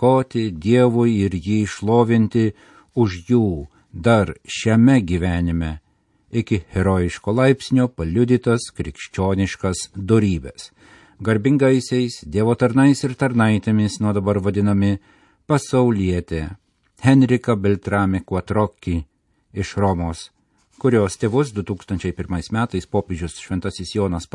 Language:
Lithuanian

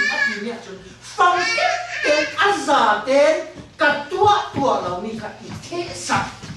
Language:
Falam Chin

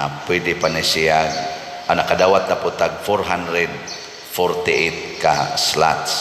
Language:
Cebuano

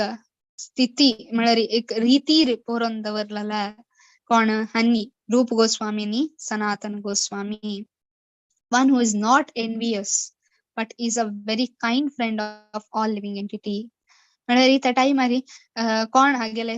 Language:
Konkani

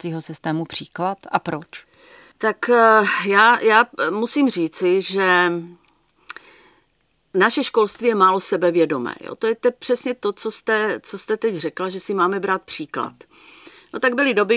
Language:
Czech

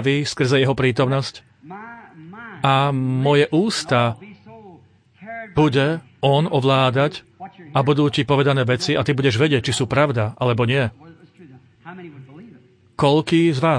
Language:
Slovak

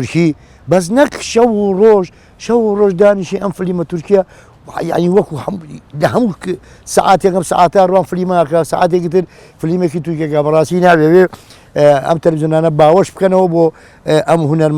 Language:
Central Kurdish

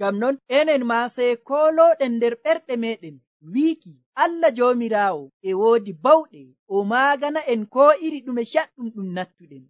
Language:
Nigerian Fulfulde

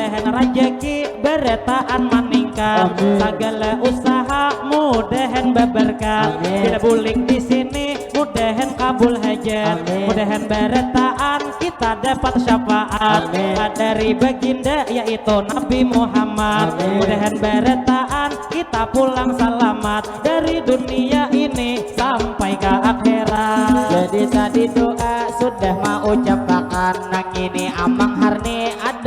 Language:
Banjar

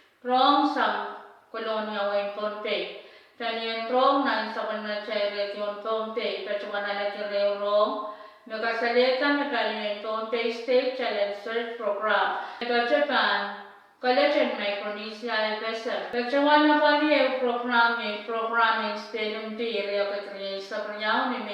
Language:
Pohnpeian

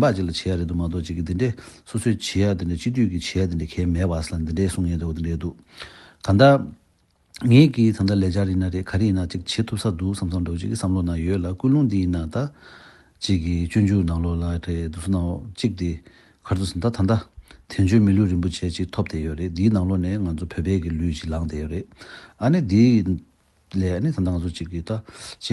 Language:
Tibetan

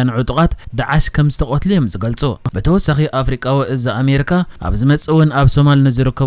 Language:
Tigrinya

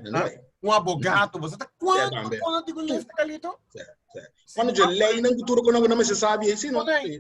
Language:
Papiamento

